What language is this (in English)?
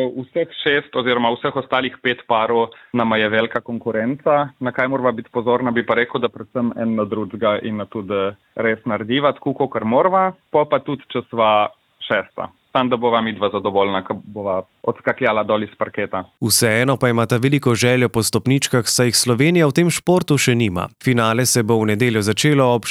Slovenian